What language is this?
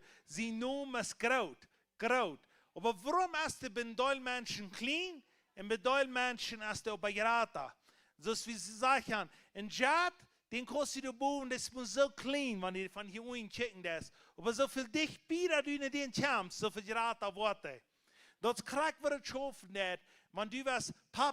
Plautdietsch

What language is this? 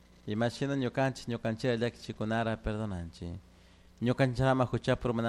Chimborazo Highland Quichua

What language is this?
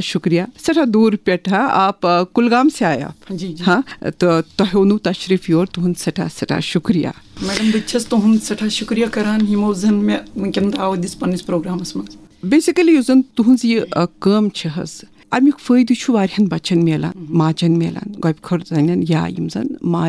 Kashmiri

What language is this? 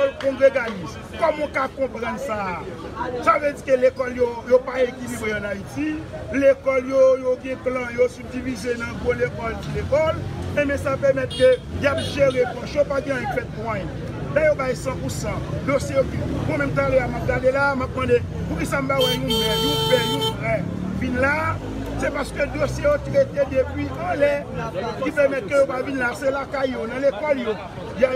Haitian Creole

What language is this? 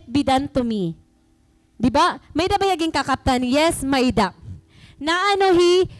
Waray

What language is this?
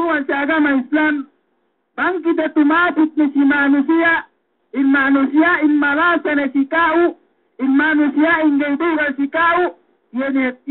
Yakan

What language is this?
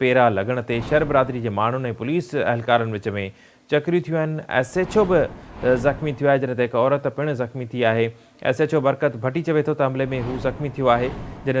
Sindhi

